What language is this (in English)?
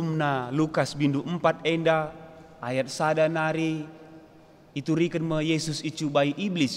Batak Karo